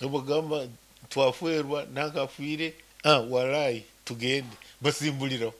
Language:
Nyankole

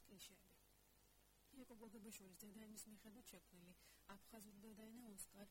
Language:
Georgian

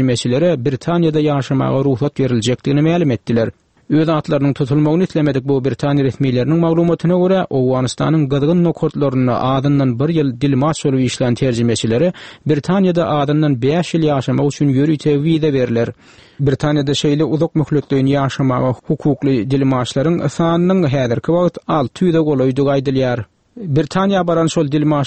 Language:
Turkmen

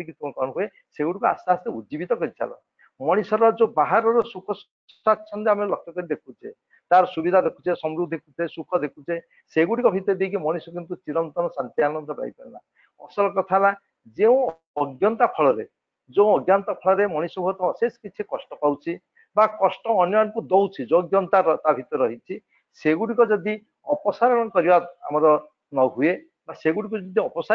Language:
Odia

